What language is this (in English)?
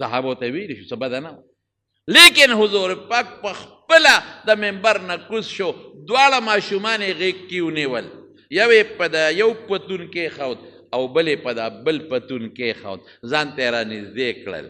Pashto